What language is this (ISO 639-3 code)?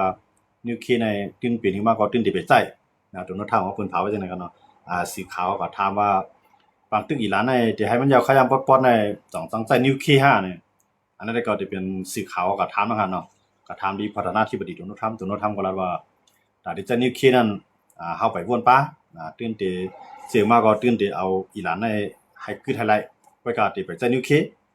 shn